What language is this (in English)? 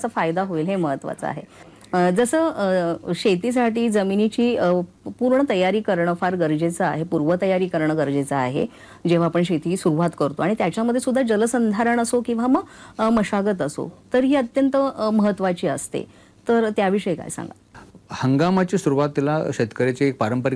Marathi